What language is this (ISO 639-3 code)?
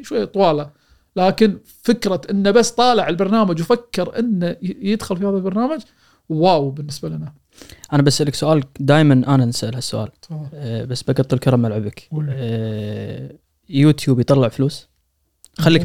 afb